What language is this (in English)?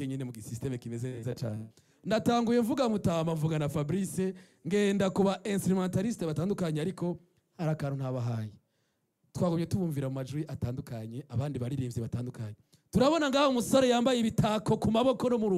Rundi